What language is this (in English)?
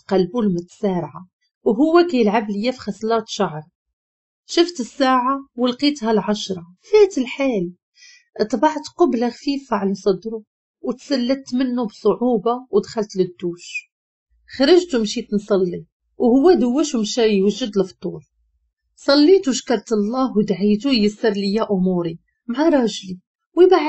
Moroccan Arabic